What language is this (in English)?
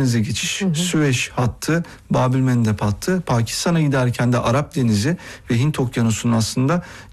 Turkish